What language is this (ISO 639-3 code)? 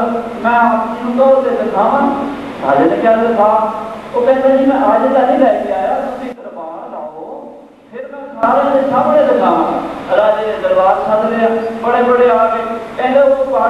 pan